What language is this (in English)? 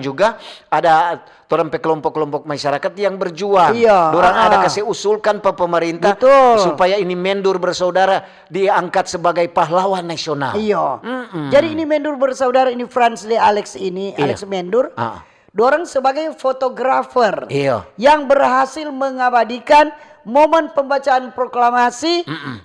Manado Malay